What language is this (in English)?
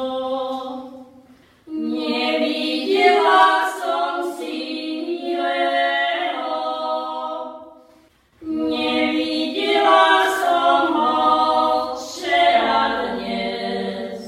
Slovak